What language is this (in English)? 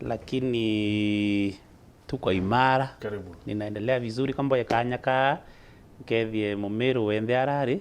Meru